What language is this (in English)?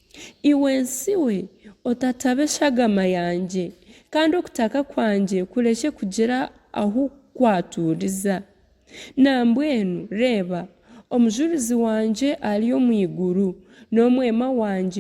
Nyankole